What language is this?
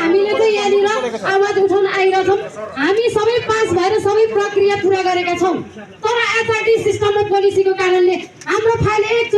Nepali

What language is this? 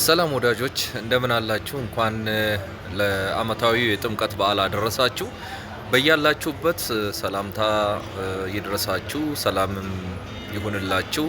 Amharic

